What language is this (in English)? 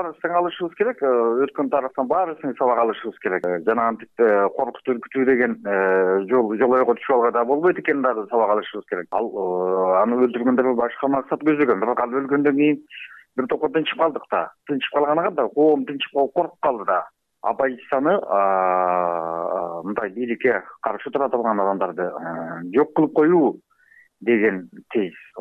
Kyrgyz